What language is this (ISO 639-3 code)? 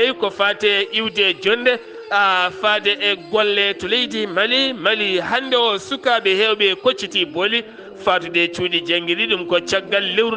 ful